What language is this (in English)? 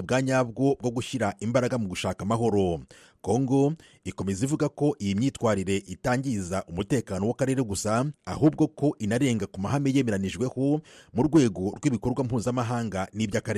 Kinyarwanda